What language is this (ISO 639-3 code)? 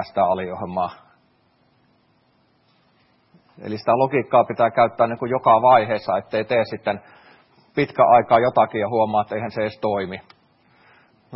fin